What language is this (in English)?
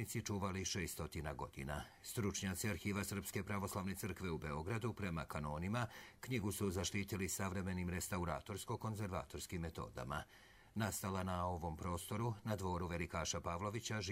Croatian